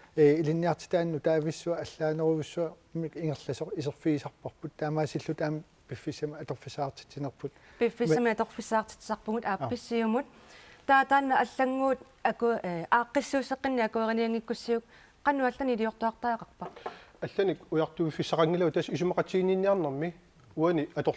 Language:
Kalaallisut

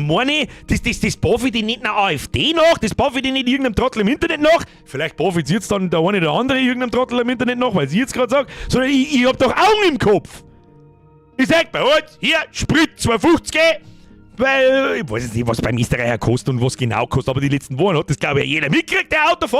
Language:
Bavarian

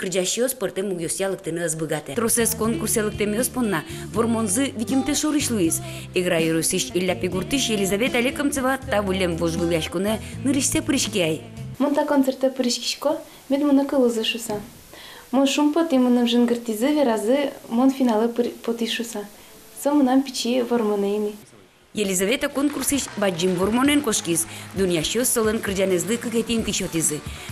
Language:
Udmurt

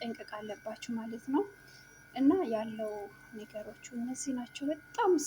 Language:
Amharic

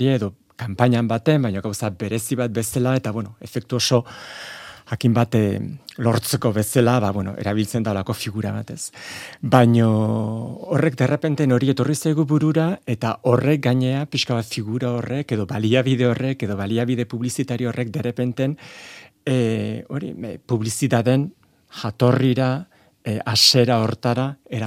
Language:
Basque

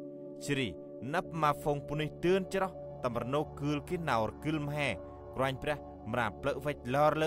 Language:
Central Mnong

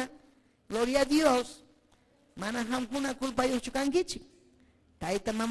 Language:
Ayacucho Quechua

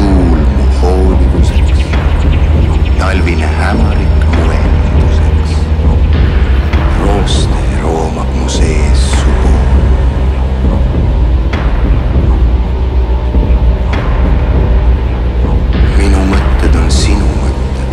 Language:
Estonian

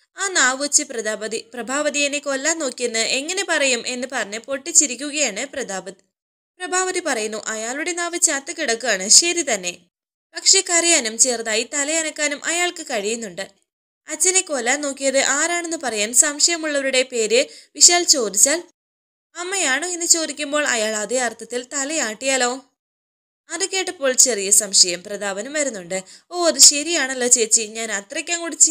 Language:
Malayalam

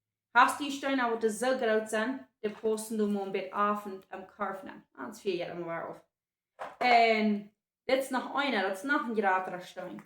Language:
Plautdietsch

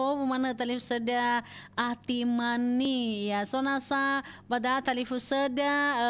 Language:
Nias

